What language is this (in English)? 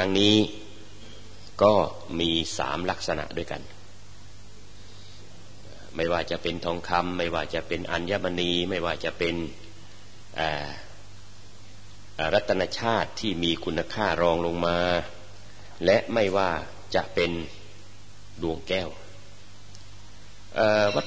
Thai